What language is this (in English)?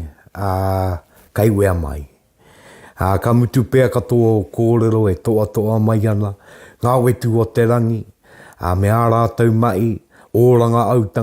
Māori